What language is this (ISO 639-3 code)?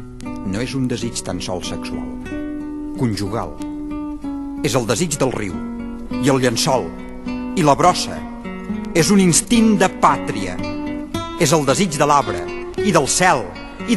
cat